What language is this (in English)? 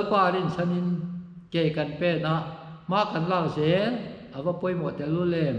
Mizo